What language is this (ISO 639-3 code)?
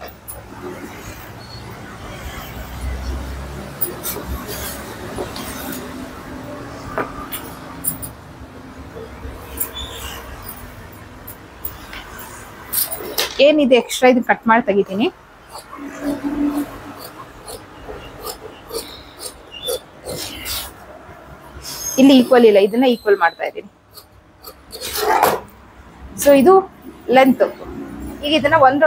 kan